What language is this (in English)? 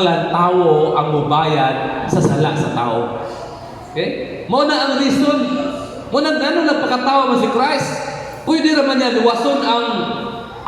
Cebuano